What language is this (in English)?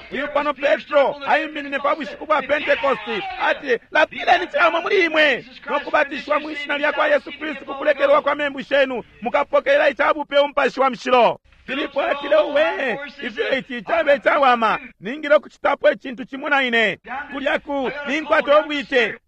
Bemba